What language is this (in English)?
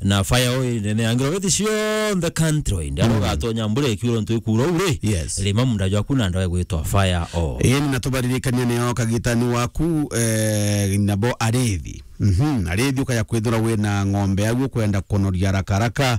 Meru